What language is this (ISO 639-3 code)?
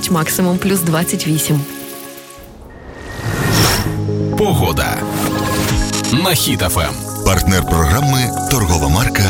ukr